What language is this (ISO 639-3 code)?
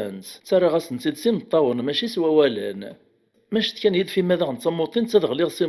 kab